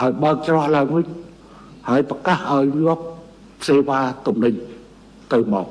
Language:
Khmer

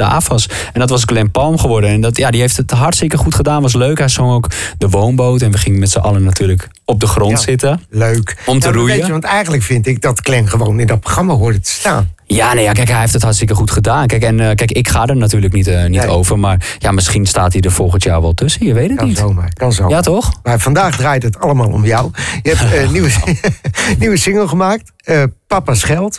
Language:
Dutch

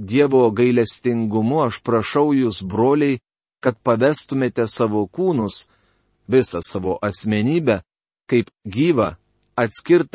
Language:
Lithuanian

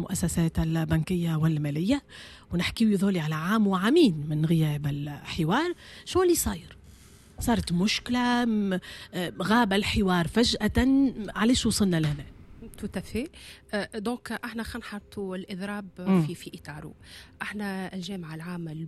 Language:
Tunisian Arabic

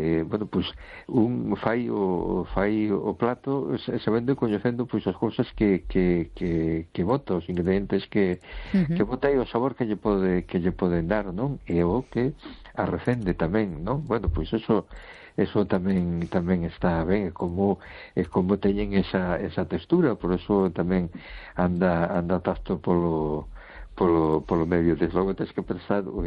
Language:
Galician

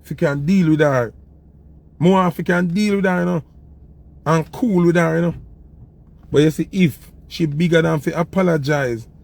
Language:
Jamaican Creole English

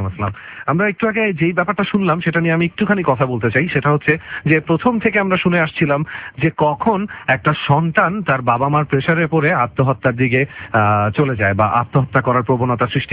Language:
Bangla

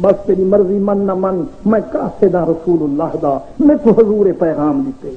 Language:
Saraiki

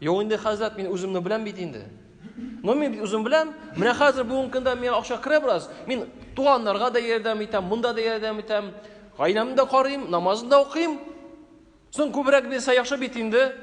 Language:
Tatar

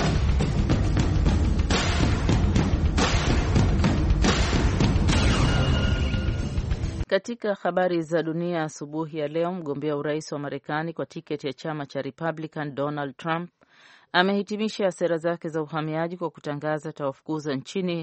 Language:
Swahili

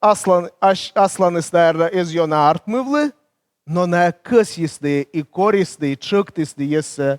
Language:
Komi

